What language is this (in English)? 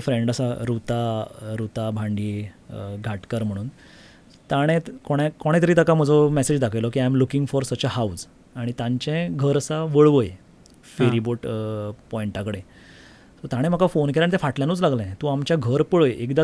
Konkani